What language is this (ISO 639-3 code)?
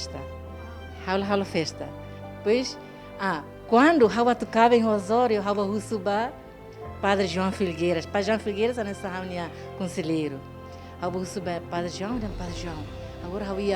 tet